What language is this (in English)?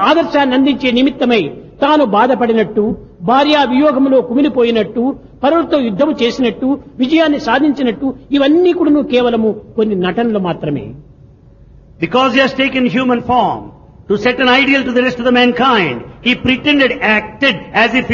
Telugu